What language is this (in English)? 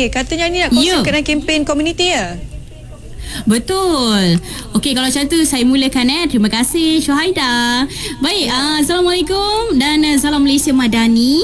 Malay